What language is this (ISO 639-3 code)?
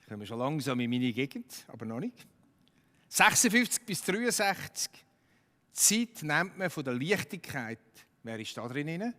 gsw